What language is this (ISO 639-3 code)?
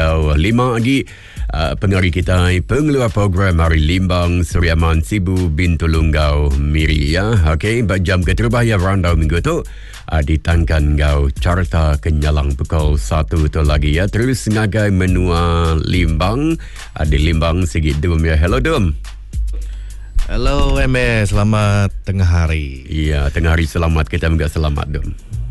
iba